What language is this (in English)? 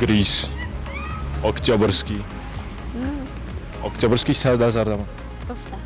Ossetic